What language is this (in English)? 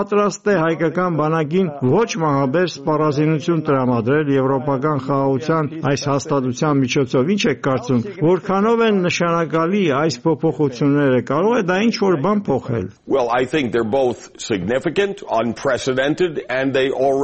Armenian